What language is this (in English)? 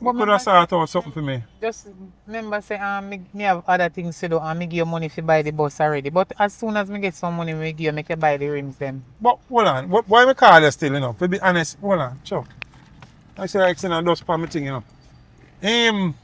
Jamaican Creole English